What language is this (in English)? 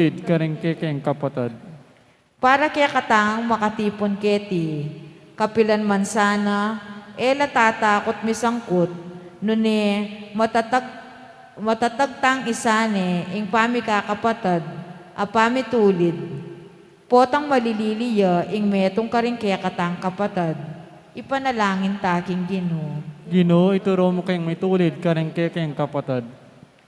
Pampanga